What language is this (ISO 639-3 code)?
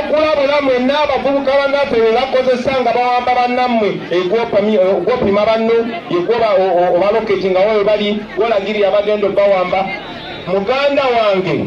lug